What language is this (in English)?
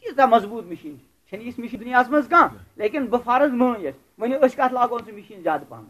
Kashmiri